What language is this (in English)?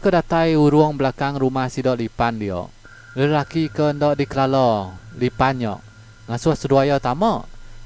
Iban